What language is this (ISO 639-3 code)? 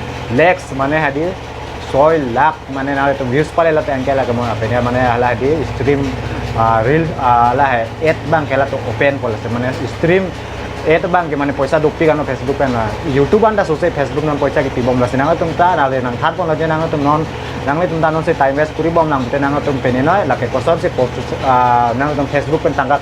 mjw